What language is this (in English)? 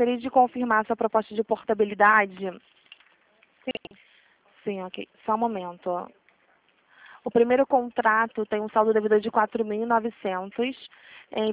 Portuguese